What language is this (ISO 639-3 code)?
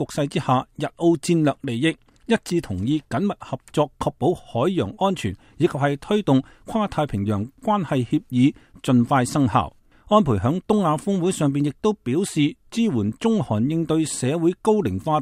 yue